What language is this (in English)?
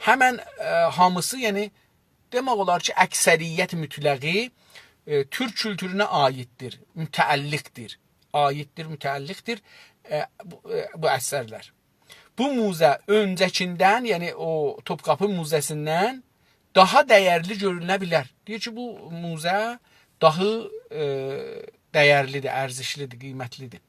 South Azerbaijani